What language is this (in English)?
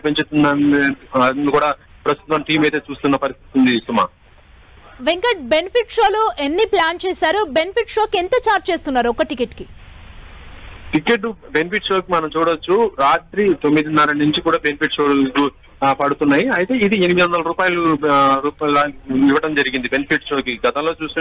Telugu